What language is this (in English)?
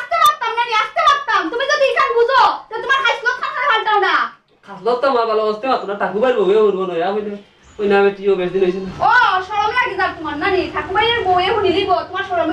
Sylheti